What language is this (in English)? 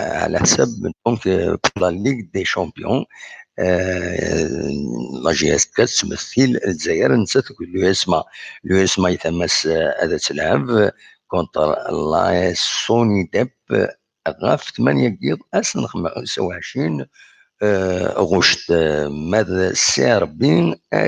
Kabyle